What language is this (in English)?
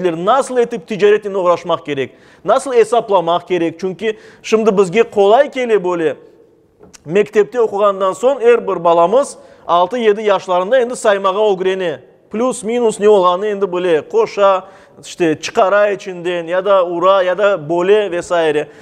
Crimean Tatar